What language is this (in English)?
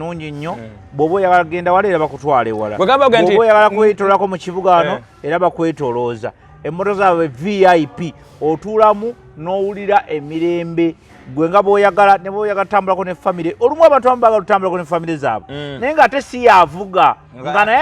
Ganda